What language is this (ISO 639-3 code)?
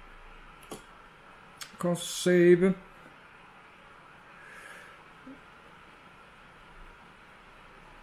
dan